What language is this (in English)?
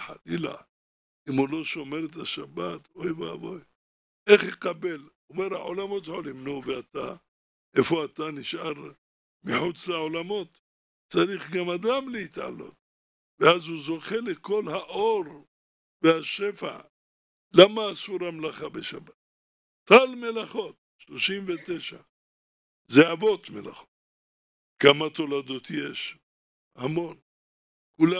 Hebrew